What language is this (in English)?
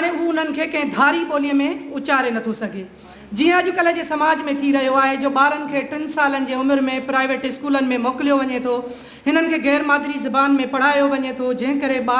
Sindhi